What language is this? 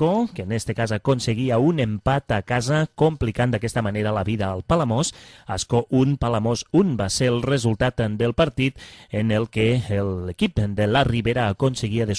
Catalan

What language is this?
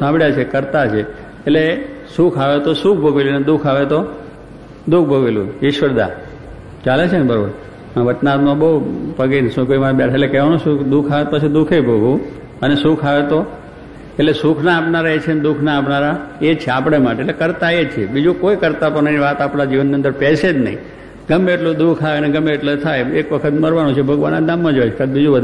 Gujarati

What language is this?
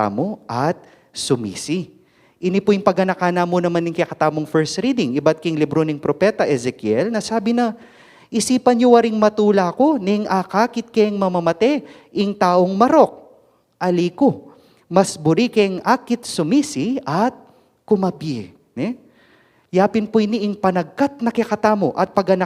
Pampanga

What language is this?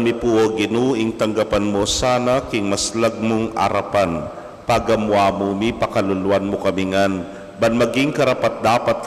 Pampanga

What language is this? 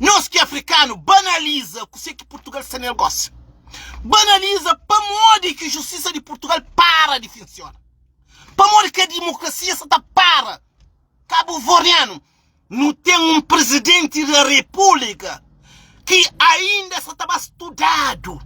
Kabuverdianu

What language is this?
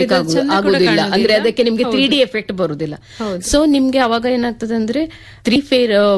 Kannada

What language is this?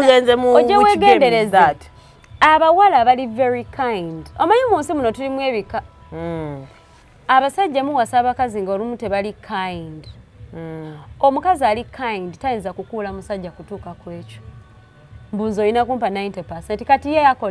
Ganda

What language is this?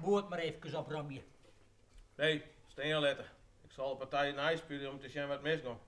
Western Frisian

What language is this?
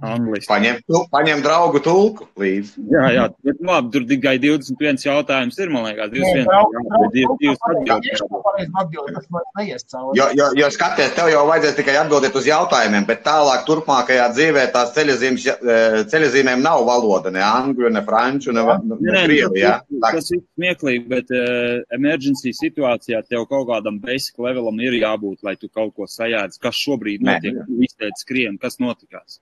Latvian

